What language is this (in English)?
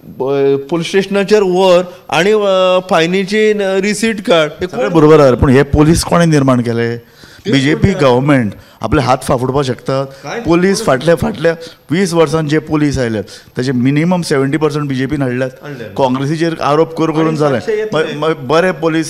Konkani